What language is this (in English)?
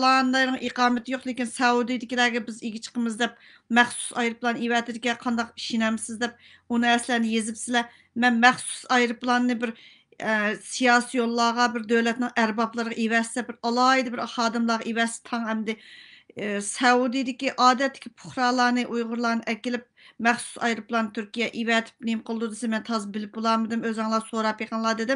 Uyghur